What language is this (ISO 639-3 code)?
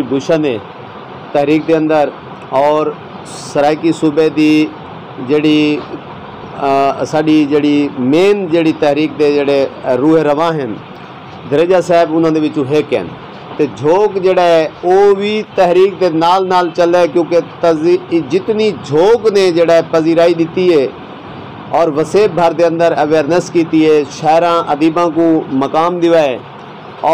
skr